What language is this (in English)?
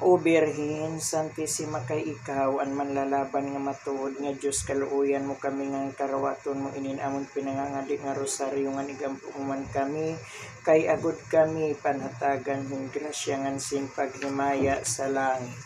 Waray